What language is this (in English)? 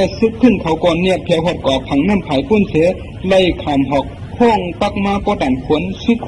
Shan